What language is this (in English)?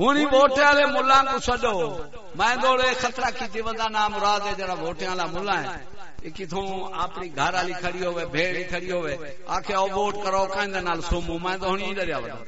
Saraiki